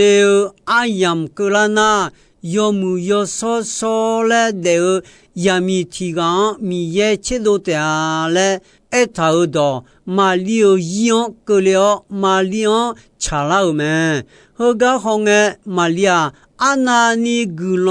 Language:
Akha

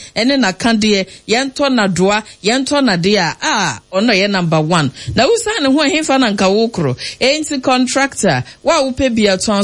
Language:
Akan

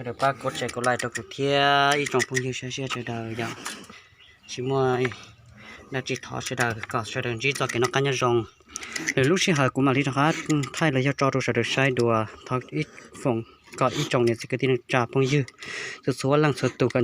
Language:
Hmong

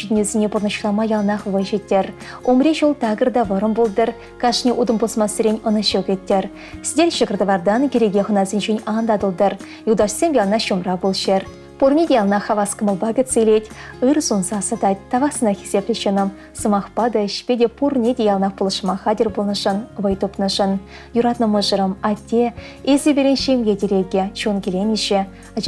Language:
Chuvash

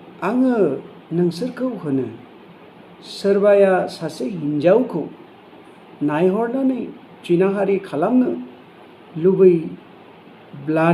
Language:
Bodo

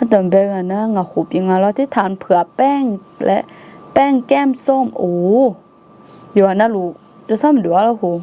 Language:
Akha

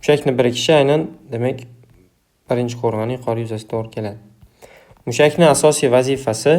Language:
Uzbek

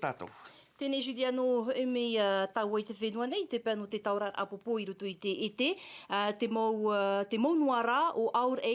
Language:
Tahitian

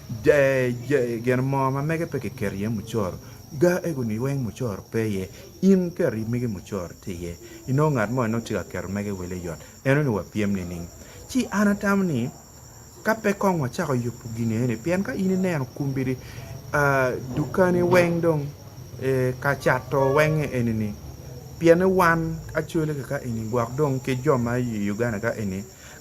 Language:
Acoli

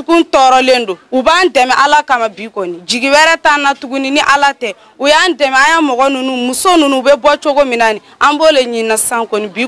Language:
Bambara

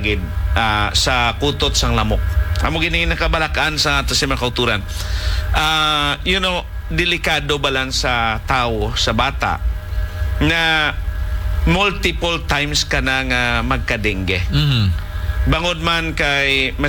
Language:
Hiligaynon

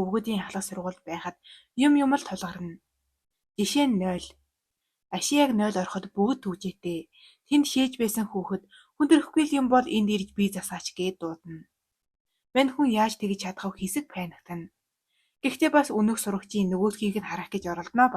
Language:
Mongolian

